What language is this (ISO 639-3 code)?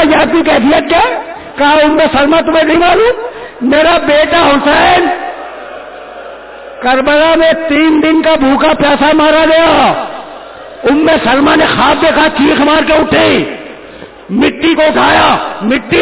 urd